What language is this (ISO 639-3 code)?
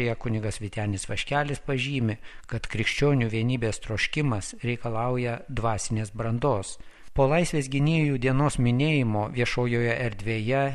lit